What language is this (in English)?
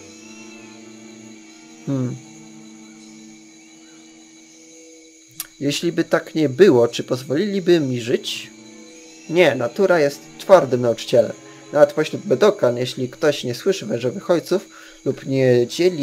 Polish